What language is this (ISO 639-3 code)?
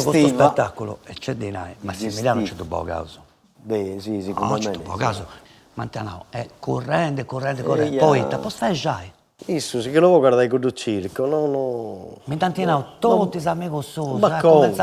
srd